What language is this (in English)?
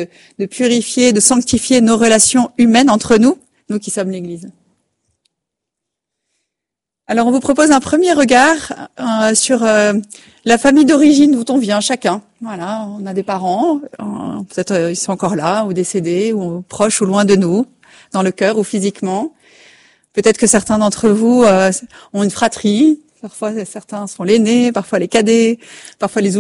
French